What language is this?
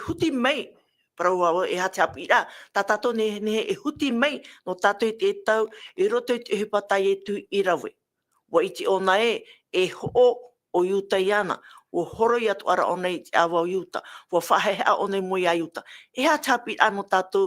Tahitian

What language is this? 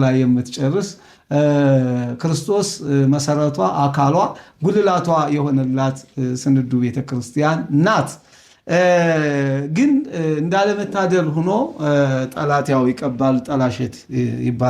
Amharic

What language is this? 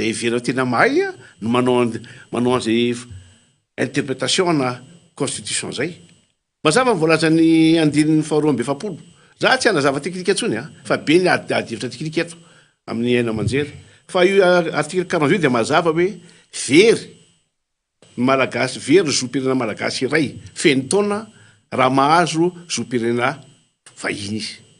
Malagasy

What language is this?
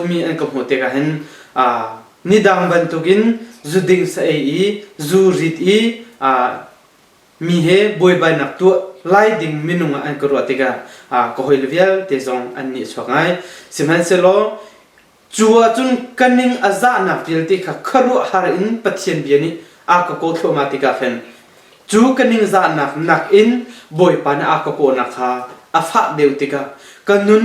Hakha Chin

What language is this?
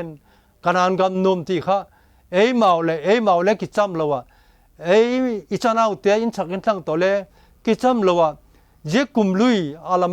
Vaiphei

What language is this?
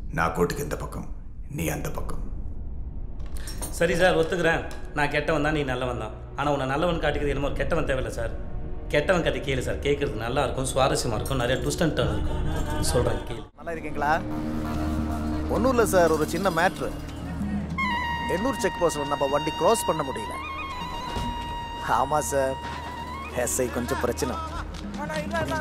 Tamil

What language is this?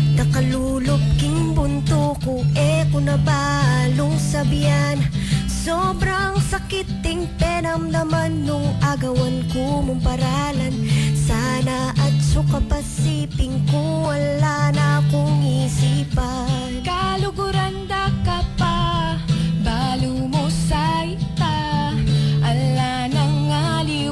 Pampanga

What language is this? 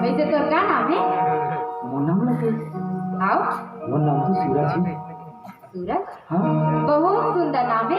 Chhattisgarhi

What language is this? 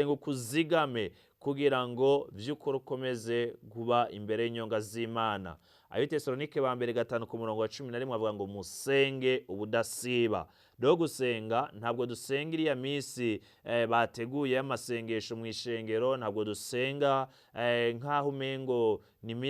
Rundi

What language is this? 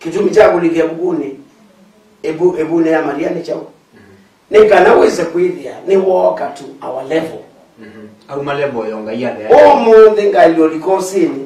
Kamba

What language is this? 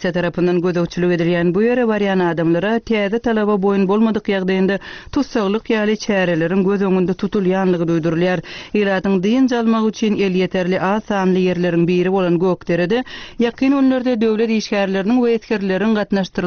Turkmen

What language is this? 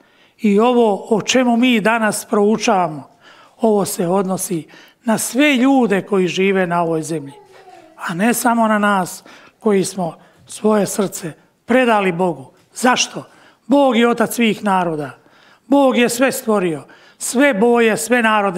Croatian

